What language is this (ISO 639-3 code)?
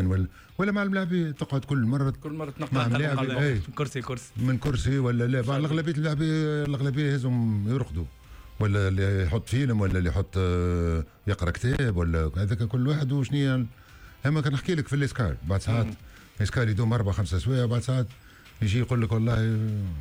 aeb